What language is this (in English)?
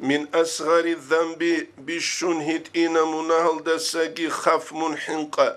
Avaric